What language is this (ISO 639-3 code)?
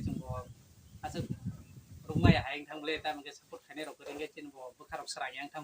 trp